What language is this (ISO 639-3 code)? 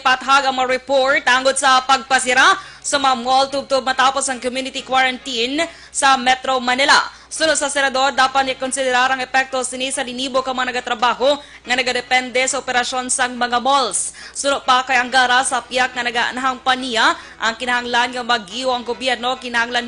hil